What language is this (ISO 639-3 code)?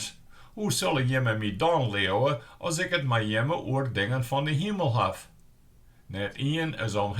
fry